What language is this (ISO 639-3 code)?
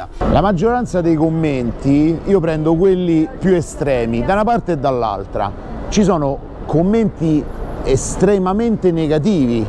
ita